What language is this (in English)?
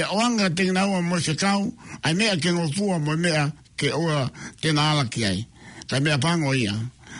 Tongan